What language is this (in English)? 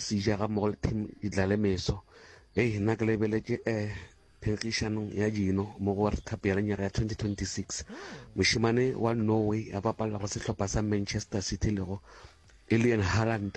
Northern Sotho